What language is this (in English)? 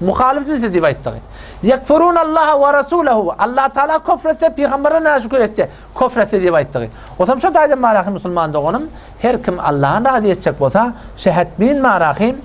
Turkmen